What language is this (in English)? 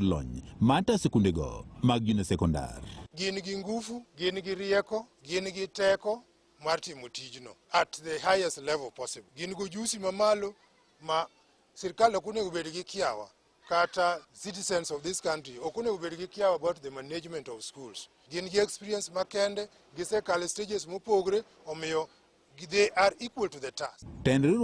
Luo (Kenya and Tanzania)